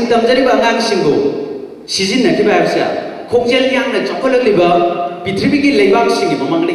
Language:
Manipuri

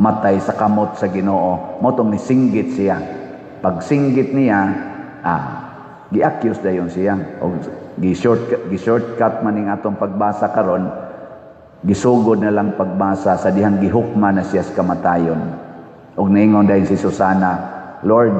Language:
Cebuano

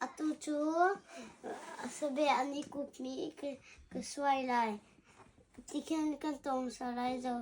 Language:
Hakha Chin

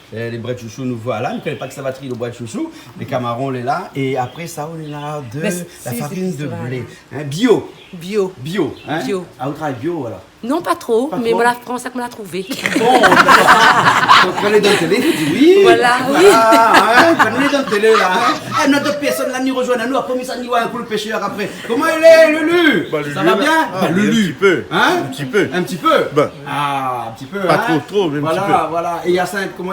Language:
Réunion Creole French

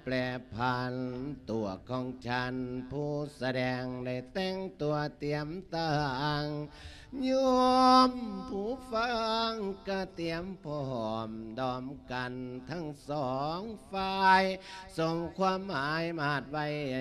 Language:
Lao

